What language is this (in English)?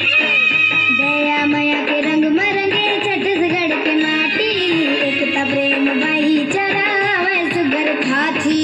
Chhattisgarhi